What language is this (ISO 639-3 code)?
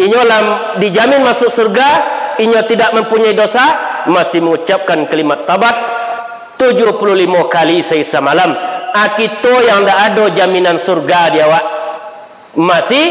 min